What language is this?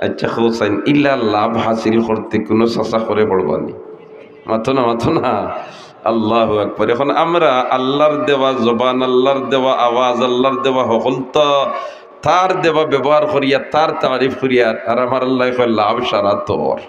Sylheti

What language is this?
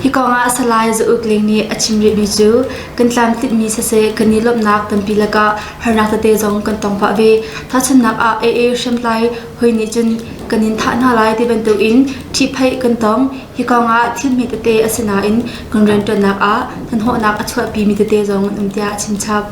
Hakha Chin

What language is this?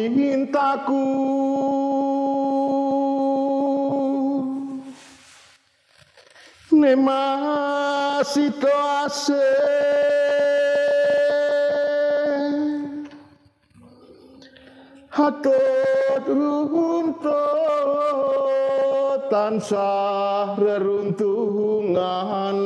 Indonesian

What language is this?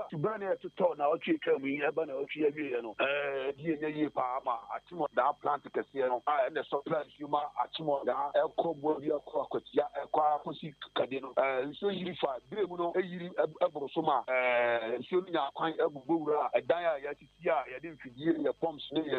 Akan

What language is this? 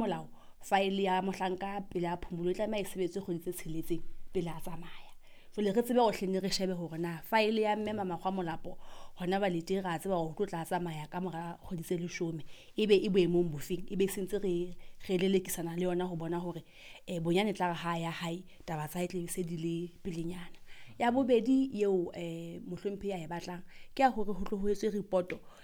Southern Sotho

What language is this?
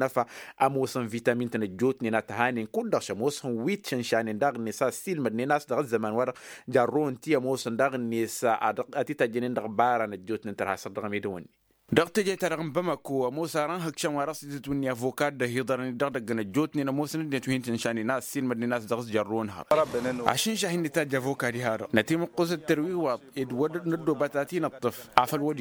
Tamasheq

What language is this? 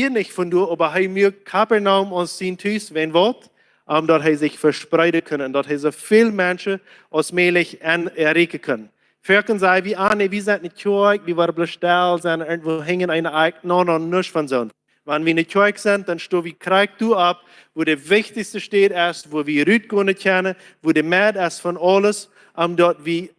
Plautdietsch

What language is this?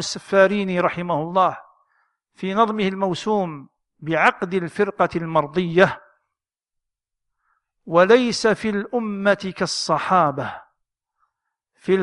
Arabic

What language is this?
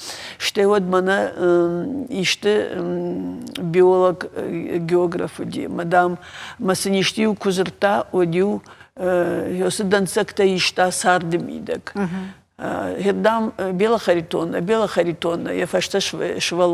Ossetic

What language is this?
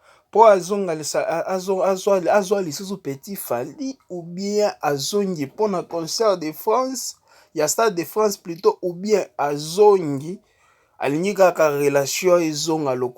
Lingala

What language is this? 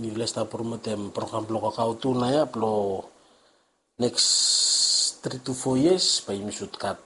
Bislama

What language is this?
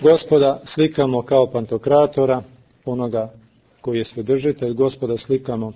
Serbian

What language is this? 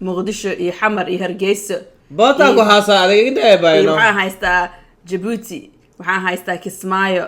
Somali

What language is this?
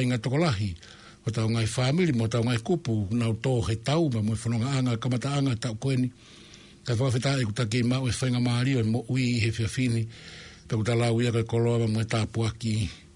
Tongan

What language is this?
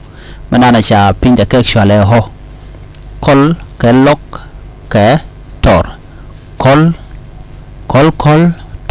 Nuer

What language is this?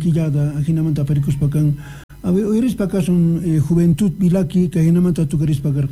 South Bolivian Quechua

